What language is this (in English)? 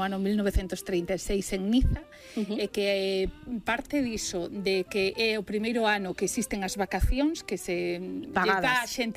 Galician